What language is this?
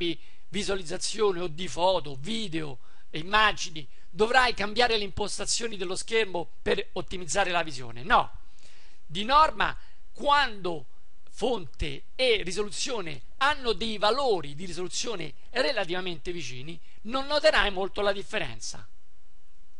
Italian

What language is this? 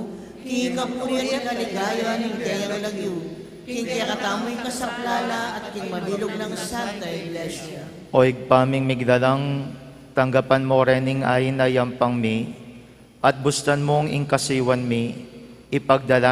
Pampanga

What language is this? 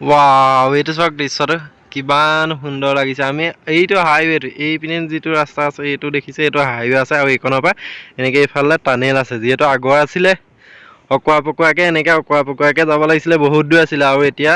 Assamese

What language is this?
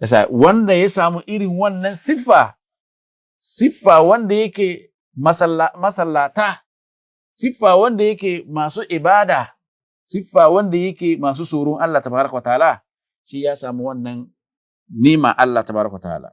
Hausa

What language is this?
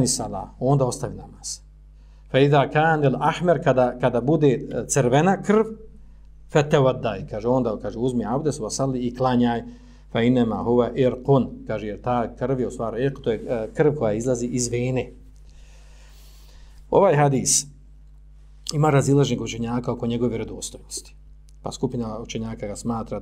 Bosnian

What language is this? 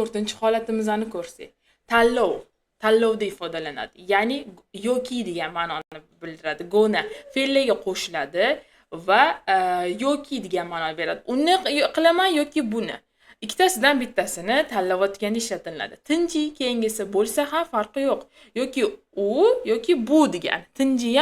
Uzbek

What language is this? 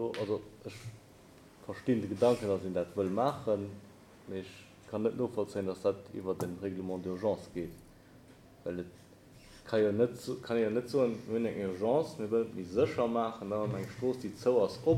Luxembourgish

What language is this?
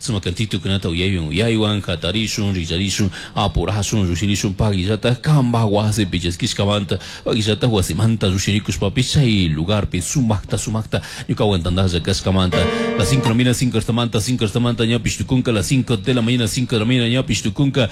Chimborazo Highland Quichua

